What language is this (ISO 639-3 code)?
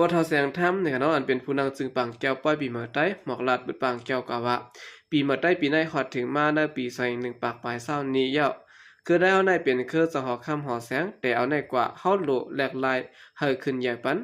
shn